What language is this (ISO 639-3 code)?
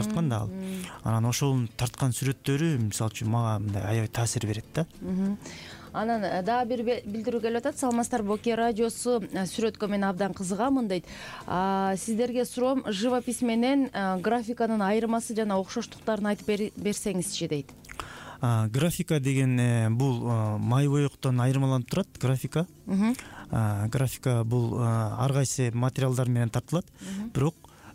kir